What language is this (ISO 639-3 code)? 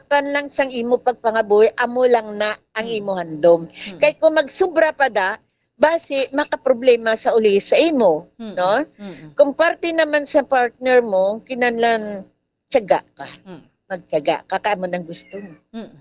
hil